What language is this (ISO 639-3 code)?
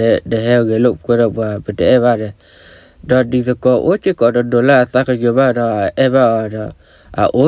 ksw